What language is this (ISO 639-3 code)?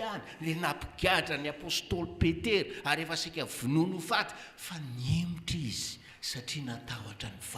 mlg